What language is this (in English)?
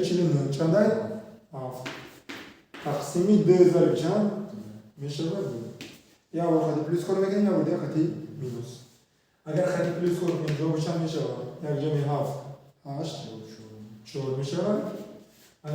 Tajik